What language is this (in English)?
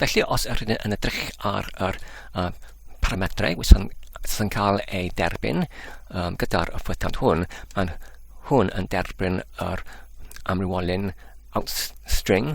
Welsh